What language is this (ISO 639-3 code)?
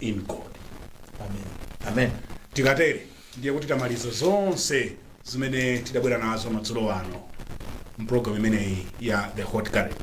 nya